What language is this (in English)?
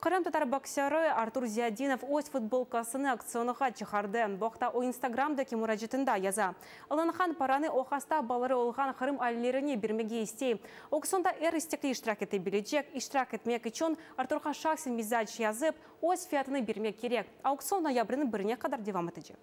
Crimean Tatar